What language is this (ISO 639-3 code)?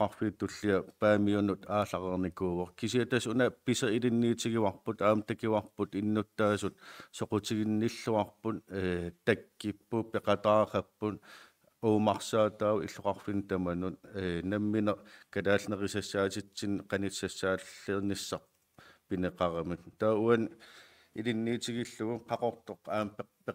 kal